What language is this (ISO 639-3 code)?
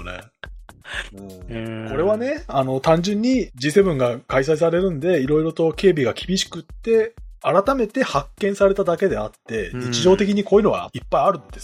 jpn